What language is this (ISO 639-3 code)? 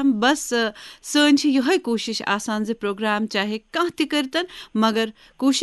kas